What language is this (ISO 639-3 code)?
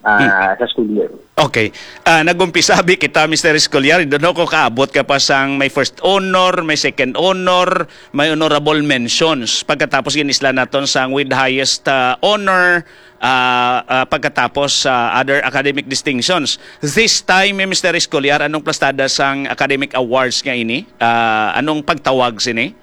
hil